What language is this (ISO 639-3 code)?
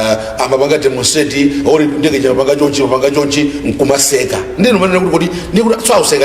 nya